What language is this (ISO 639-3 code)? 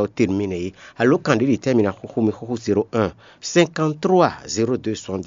fon